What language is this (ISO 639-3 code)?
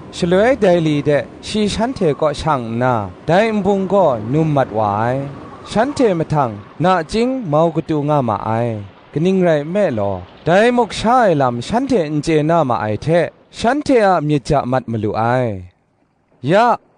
kac